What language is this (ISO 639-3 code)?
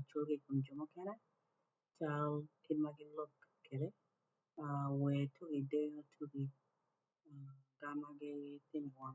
ach